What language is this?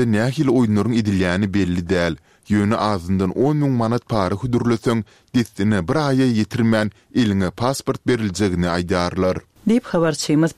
Turkmen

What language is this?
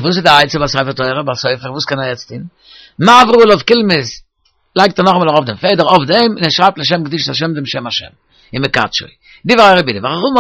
Yiddish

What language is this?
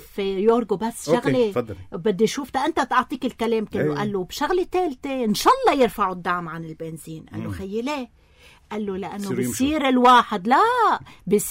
North Levantine Arabic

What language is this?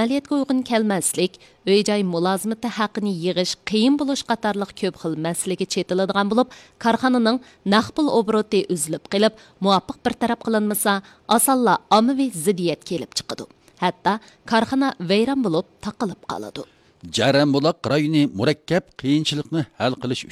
Uyghur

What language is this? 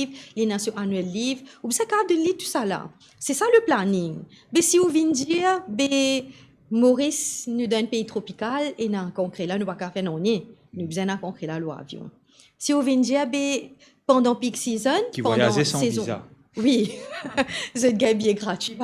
Morisyen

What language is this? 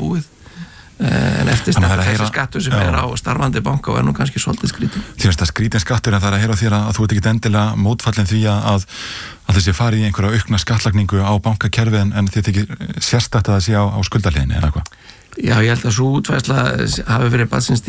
Icelandic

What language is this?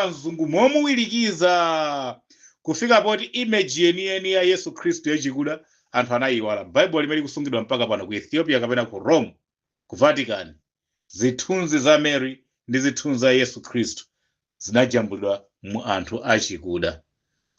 Nyanja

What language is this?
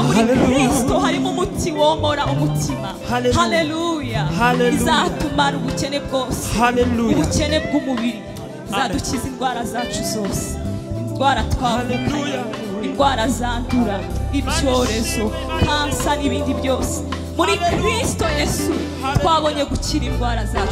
Kinyarwanda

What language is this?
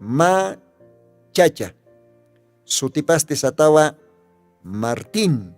Aymara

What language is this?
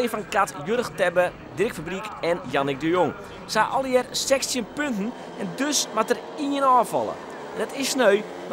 Western Frisian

